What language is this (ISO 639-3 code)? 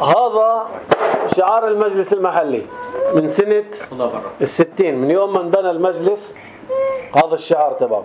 apc